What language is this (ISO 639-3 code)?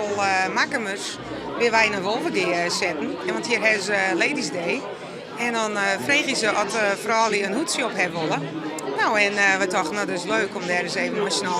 fry